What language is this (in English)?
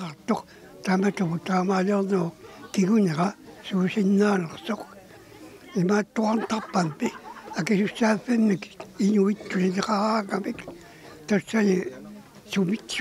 Kalaallisut